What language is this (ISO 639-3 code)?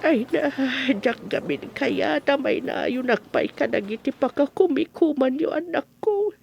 ilo